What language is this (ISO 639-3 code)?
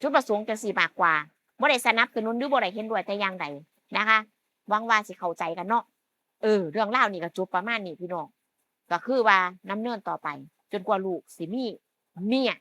tts